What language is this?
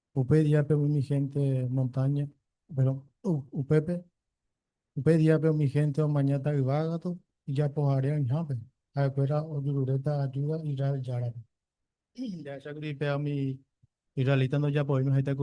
Guarani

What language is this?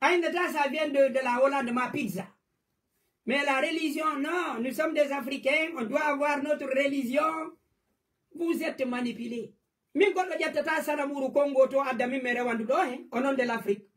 Fula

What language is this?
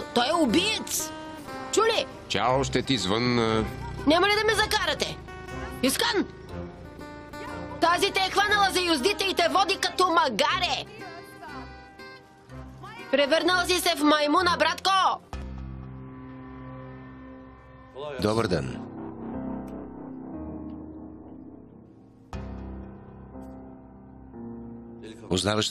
Bulgarian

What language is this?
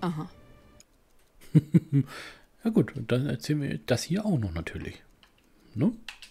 German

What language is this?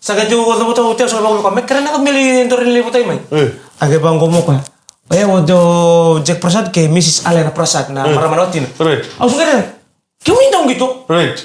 Fijian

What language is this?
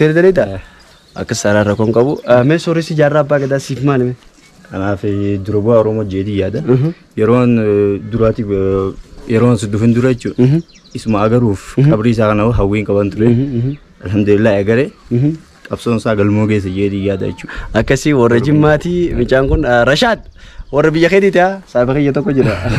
Oromo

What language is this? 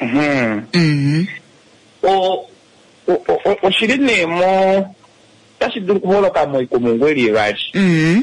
Kuanyama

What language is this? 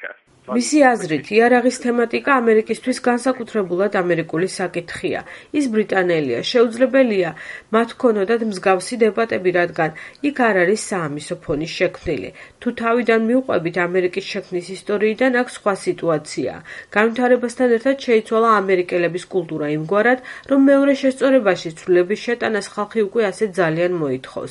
Georgian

